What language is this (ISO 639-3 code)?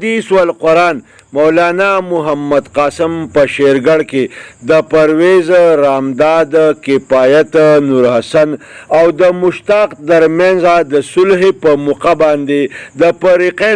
pus